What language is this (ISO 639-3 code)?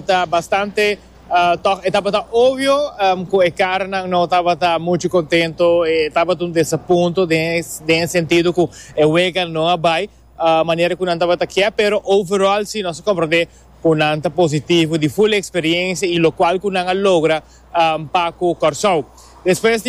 pap